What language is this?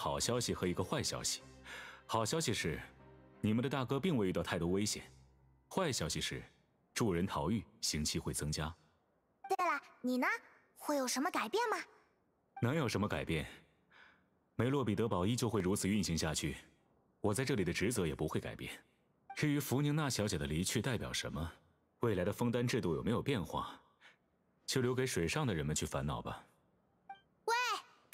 Chinese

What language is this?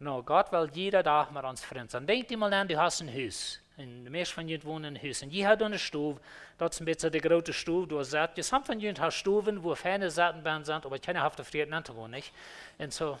Plautdietsch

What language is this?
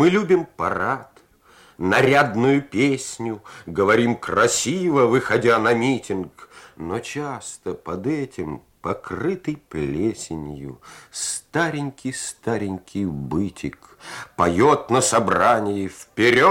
Russian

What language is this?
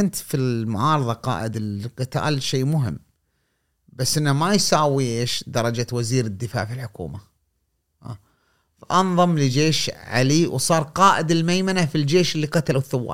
Gulf Arabic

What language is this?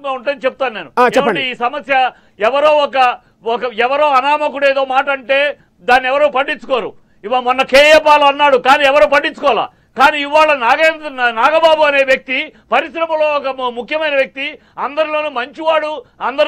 Telugu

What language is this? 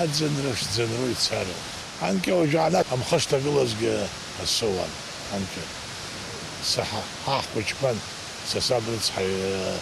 Abkhazian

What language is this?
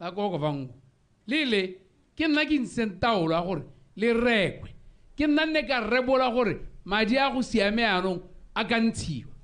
Tswana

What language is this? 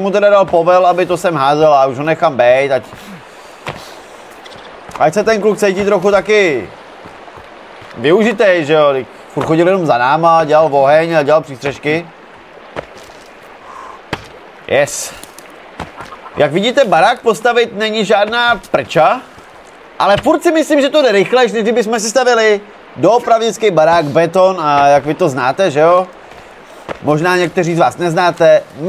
Czech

